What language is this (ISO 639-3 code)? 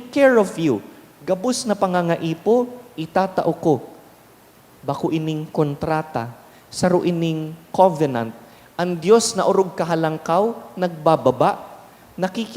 bik